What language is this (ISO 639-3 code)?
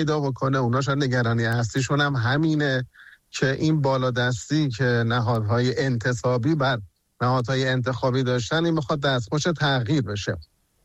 fas